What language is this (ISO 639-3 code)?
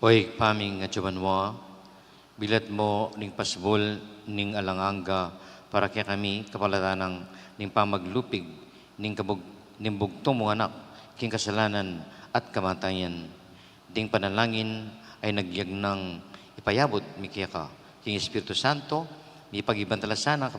pam